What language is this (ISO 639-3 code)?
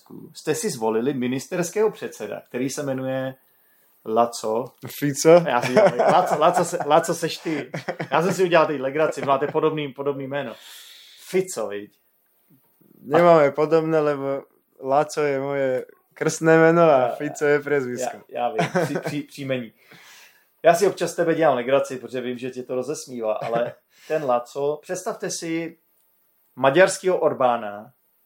ces